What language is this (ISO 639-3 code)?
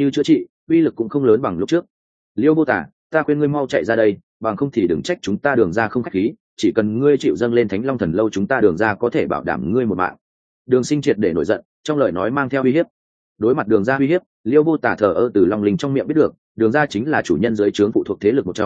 vie